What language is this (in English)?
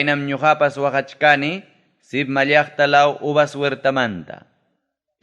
Ayacucho Quechua